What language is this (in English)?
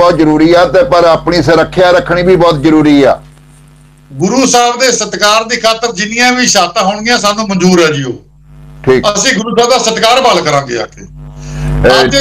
Punjabi